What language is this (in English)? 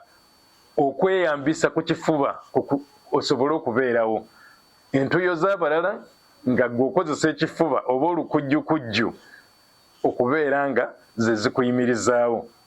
Ganda